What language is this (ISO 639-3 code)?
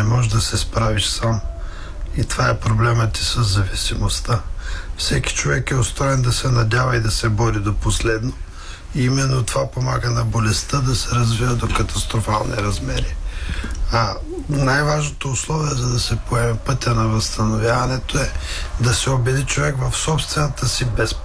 bul